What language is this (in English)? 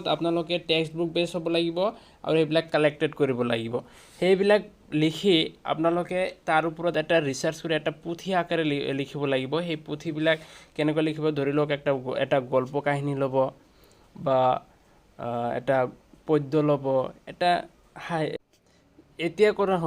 Assamese